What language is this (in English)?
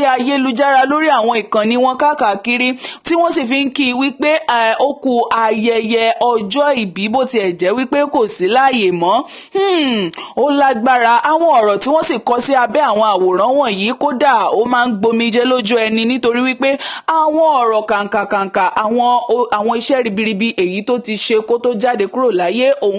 Yoruba